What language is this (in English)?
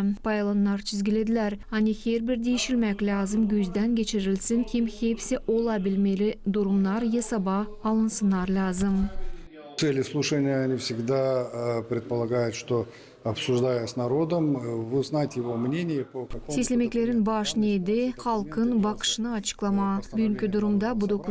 Gagauz